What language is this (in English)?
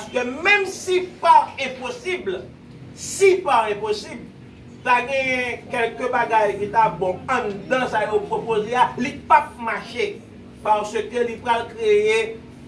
Haitian Creole